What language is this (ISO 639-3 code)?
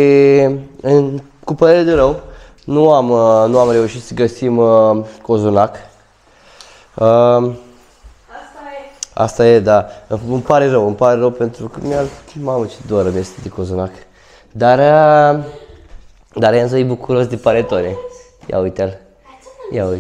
ron